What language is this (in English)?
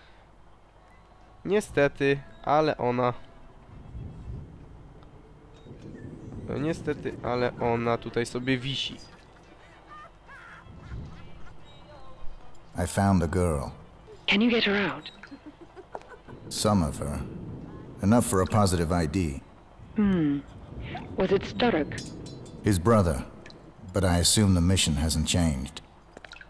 Polish